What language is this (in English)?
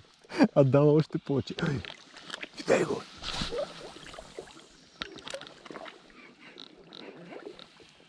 Bulgarian